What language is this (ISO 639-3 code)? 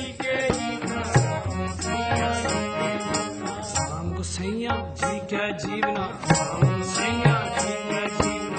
bho